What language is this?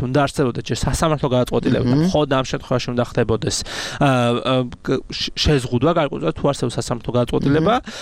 Georgian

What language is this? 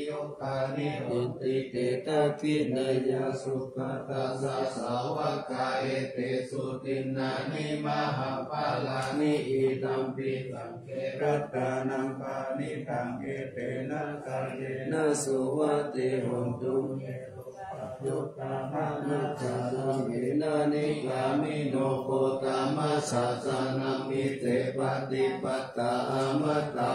Pali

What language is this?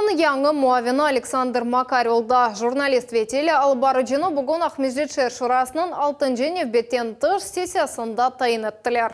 Crimean Tatar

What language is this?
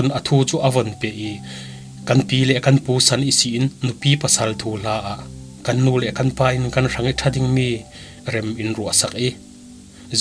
Falam Chin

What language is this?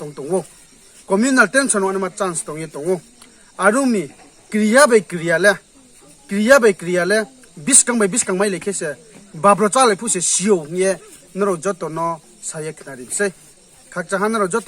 Riang (India)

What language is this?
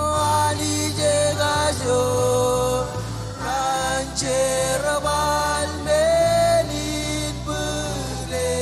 Marshallese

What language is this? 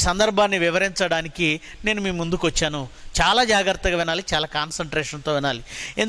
Telugu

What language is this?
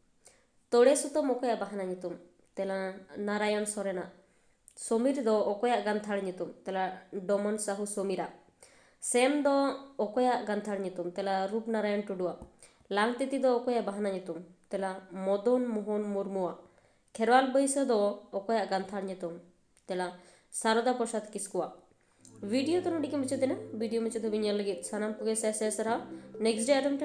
Santali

